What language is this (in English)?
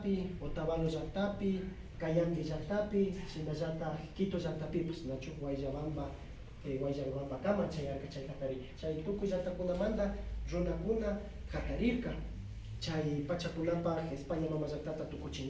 Imbabura Highland Quichua